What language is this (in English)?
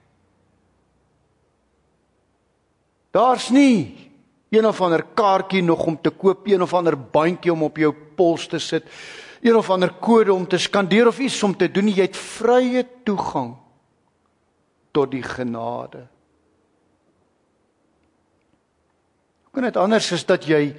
Afrikaans